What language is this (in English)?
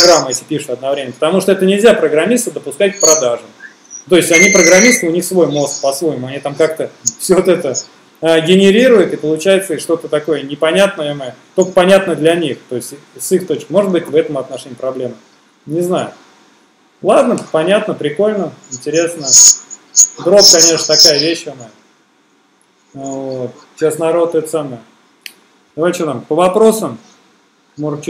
Russian